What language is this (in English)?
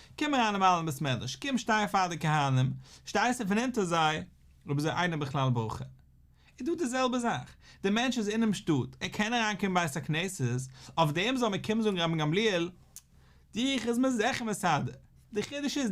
Yiddish